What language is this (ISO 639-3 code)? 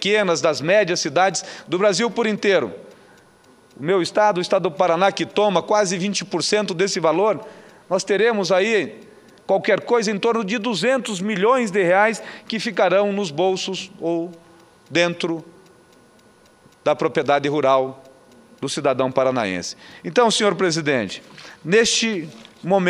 por